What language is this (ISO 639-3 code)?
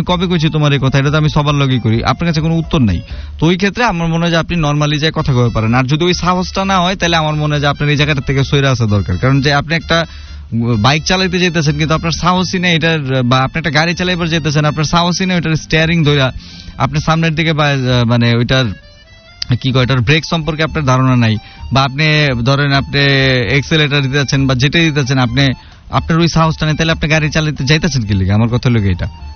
ben